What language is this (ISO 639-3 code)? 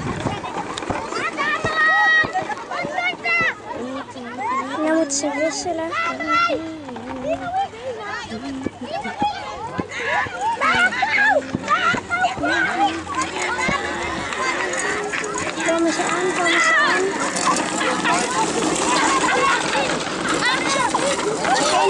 nld